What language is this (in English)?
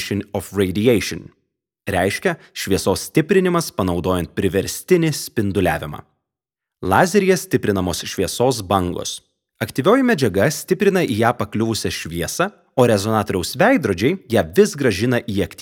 Lithuanian